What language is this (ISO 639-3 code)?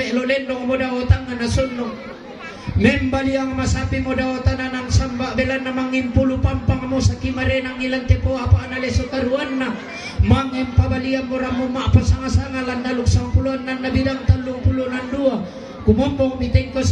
sda